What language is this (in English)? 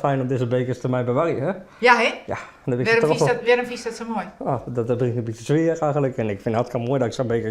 Western Frisian